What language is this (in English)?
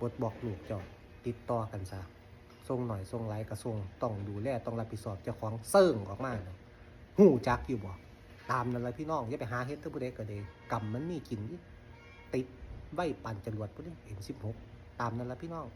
Northeastern Thai